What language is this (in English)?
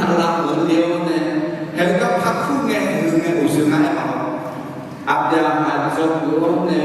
Akha